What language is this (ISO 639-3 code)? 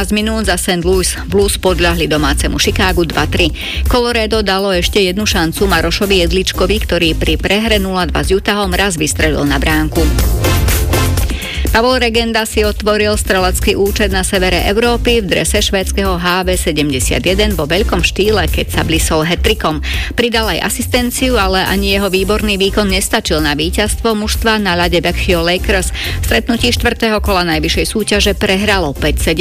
slk